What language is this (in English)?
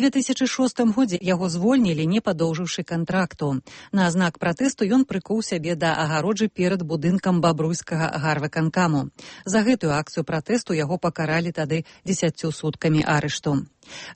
Belarusian